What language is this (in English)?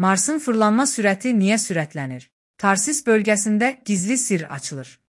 Azerbaijani